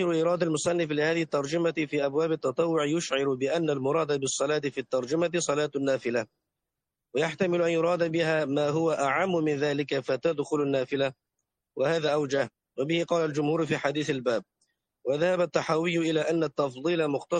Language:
Arabic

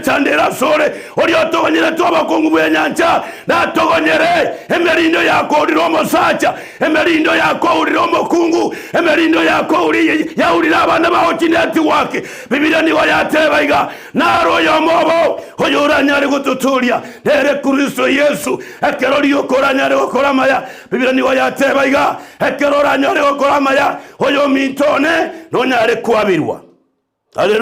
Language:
Gusii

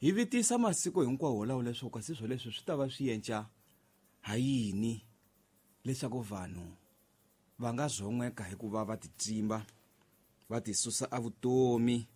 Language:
Tsonga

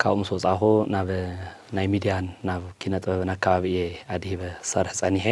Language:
Tigrinya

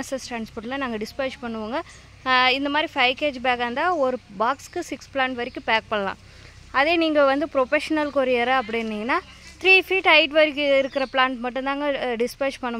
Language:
Tamil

